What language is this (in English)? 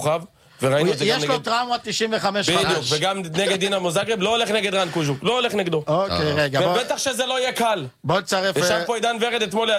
Hebrew